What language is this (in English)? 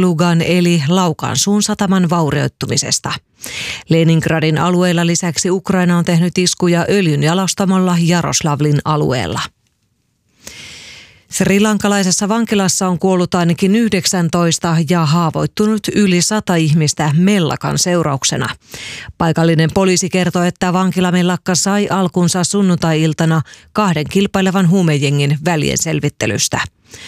Finnish